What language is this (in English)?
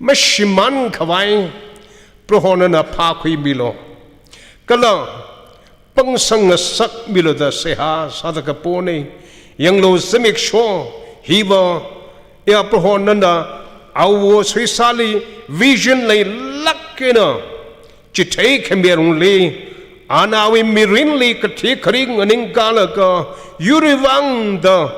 Tangkhul Naga (India)